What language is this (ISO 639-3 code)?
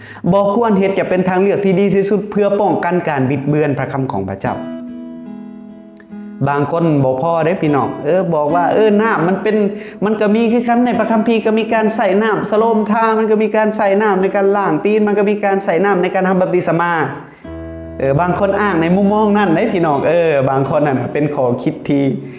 lao